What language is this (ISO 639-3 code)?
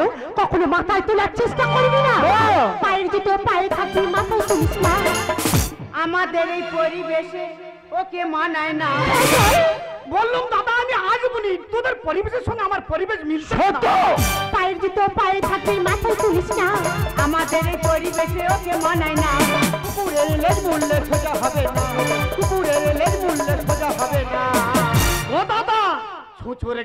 ben